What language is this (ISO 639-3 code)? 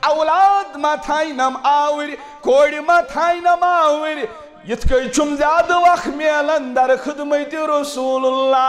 kas